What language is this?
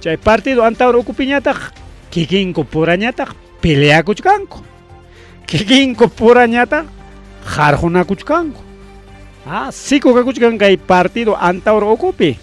Ayacucho Quechua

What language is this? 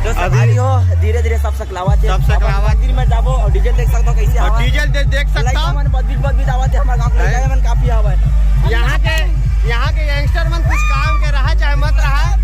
Chhattisgarhi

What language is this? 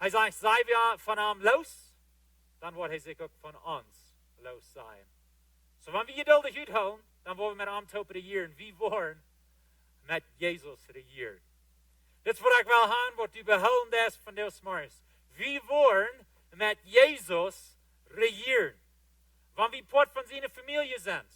Plautdietsch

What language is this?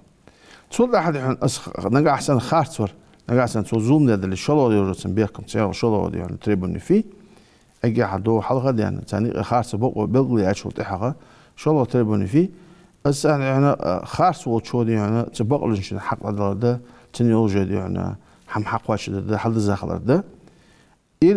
Ingush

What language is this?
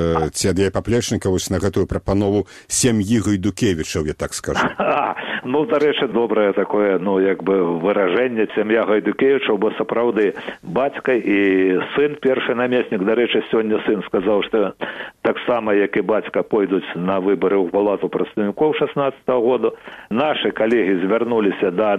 Belarusian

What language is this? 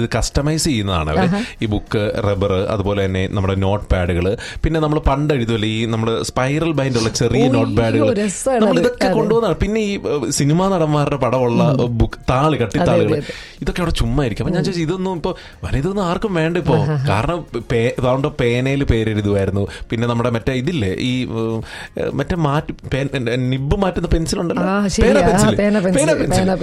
Malayalam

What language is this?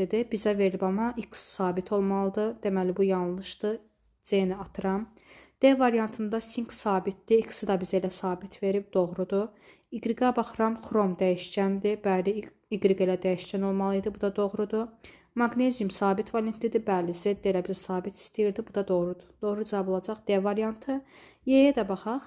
Azerbaijani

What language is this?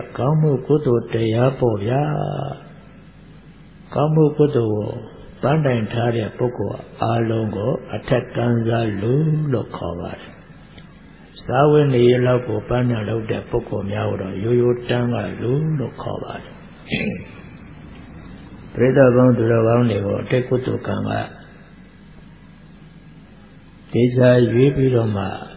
Burmese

